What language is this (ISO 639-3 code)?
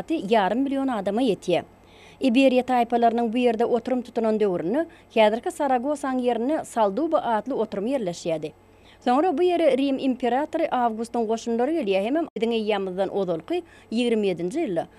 tuk